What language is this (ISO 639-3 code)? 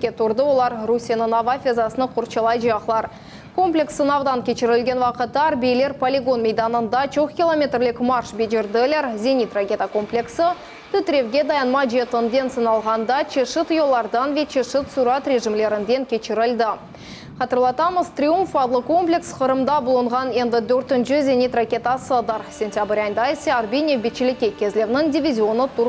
crh